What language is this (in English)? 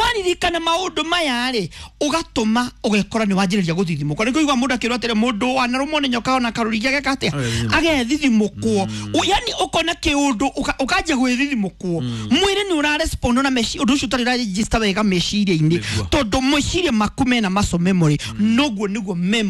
Kikuyu